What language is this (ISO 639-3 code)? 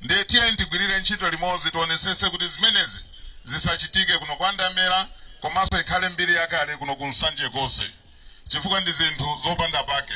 nya